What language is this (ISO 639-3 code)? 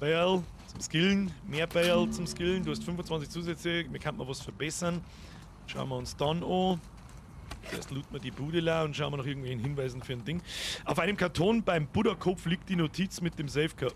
bar